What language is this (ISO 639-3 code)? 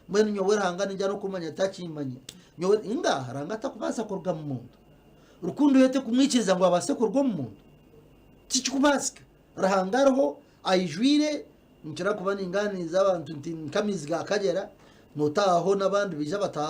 nyn